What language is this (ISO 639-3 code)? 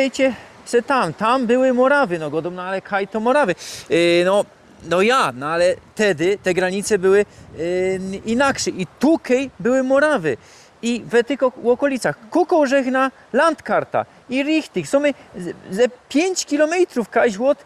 szl